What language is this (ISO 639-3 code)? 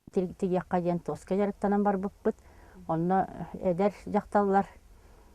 sah